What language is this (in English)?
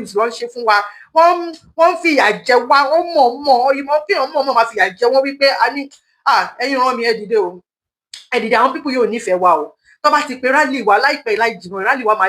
Yoruba